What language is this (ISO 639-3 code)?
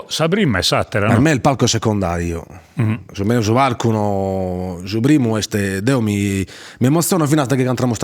srd